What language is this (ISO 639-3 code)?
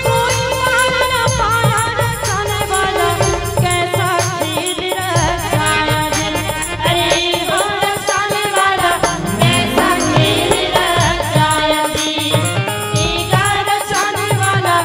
hne